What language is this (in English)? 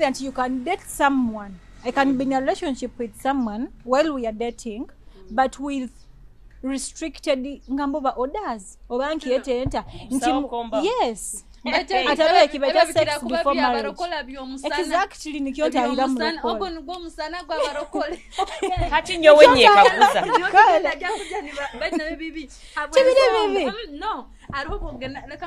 Nyoro